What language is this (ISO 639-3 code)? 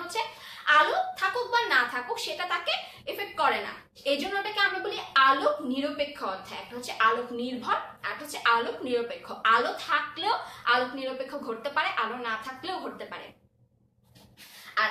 ben